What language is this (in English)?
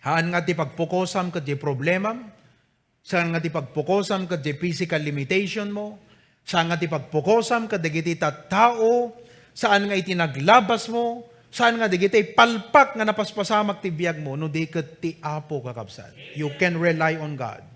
Iloko